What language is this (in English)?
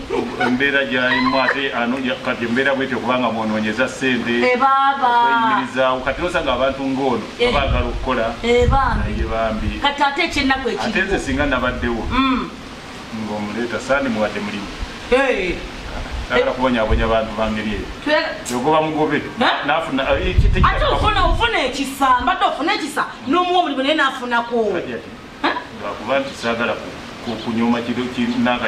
Ganda